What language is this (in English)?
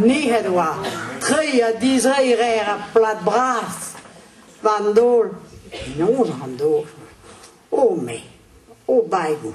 Breton